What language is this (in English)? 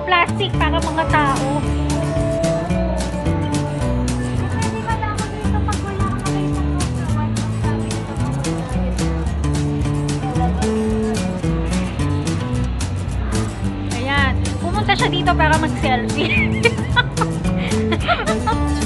Filipino